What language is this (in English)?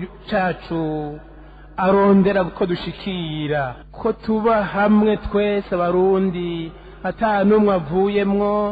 Rundi